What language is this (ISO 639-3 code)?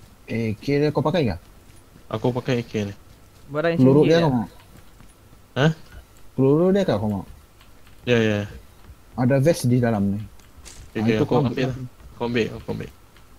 msa